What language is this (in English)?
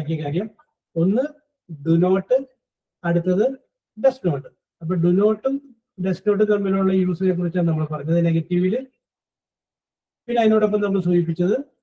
Malayalam